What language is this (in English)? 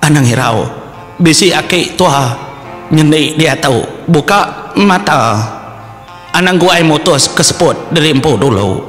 Iban